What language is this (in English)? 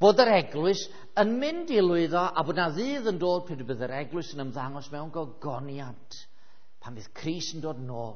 Welsh